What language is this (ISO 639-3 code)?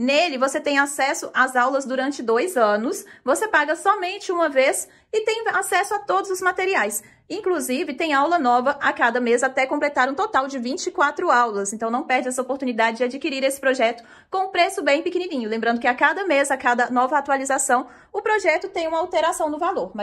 por